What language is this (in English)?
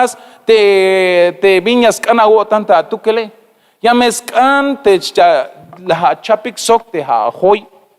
Tzeltal